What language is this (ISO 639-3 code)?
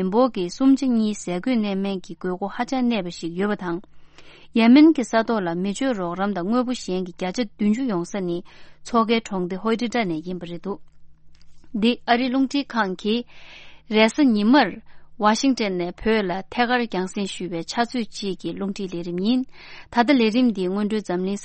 bod